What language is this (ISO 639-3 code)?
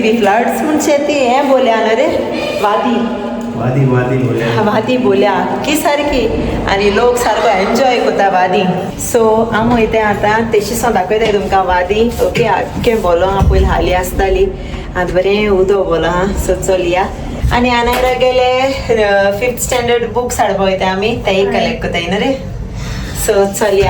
kok